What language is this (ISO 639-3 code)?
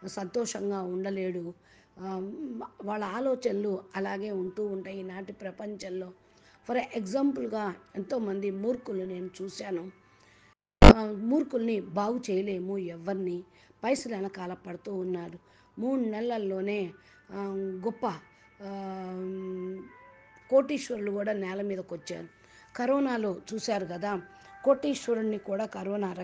tel